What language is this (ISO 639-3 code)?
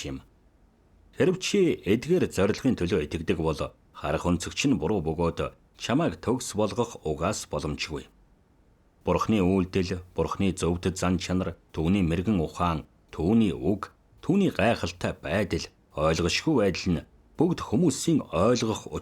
mon